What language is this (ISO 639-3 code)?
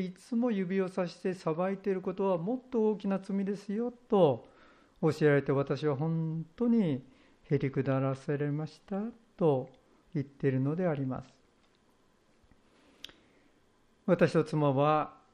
jpn